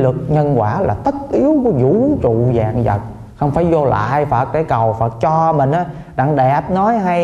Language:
Vietnamese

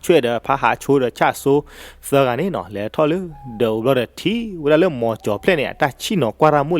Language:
S'gaw Karen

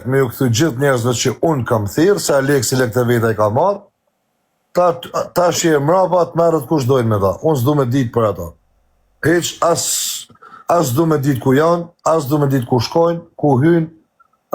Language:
Albanian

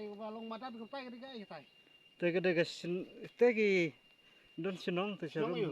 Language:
Khasi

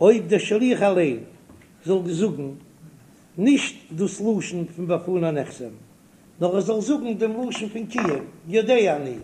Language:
Yiddish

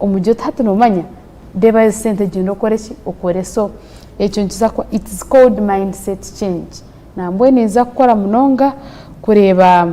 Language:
Nyankole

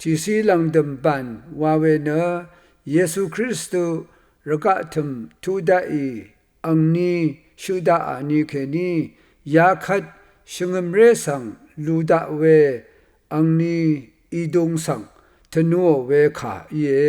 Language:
Rawang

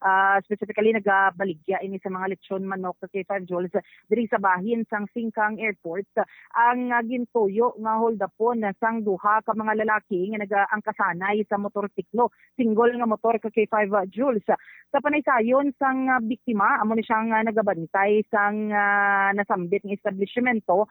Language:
Hiligaynon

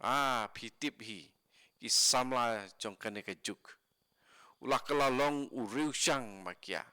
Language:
Khasi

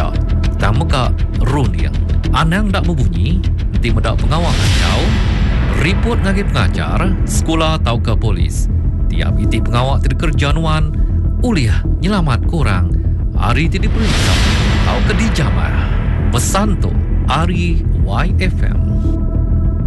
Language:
Iban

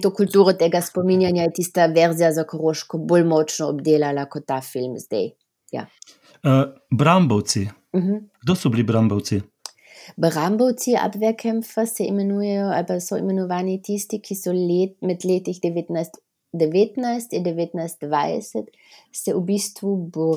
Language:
Slovenian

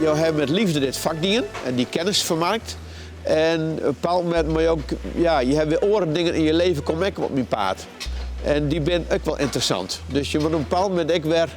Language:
Western Frisian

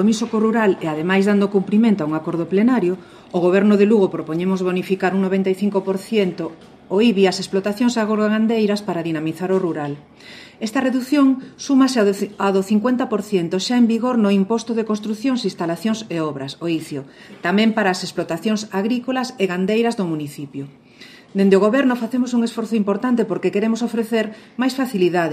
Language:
Galician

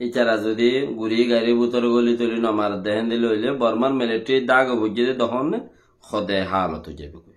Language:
Rohingya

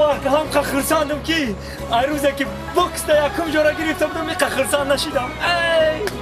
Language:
Tajik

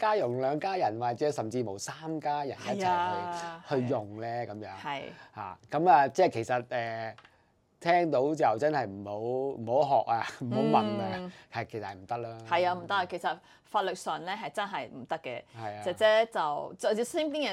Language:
Cantonese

